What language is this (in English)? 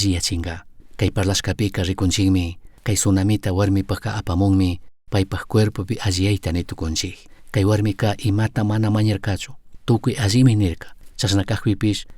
Chimborazo Highland Quichua